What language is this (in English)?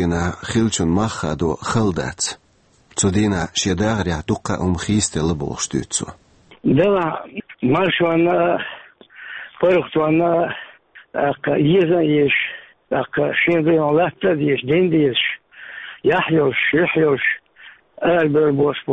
Chechen